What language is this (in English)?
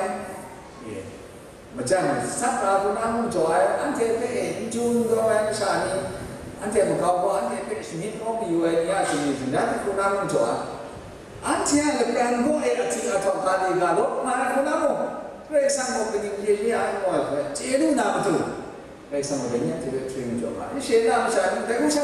Kachin